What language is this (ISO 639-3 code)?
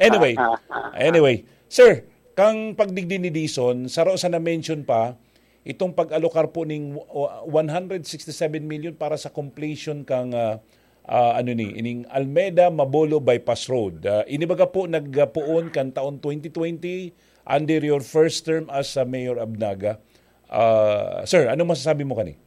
bik